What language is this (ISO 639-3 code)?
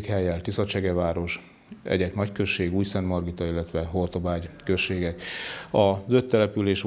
hun